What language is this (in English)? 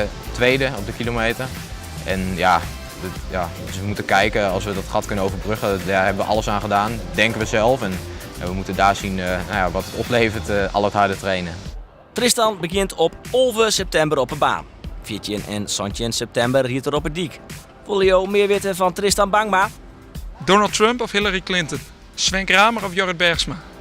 Western Frisian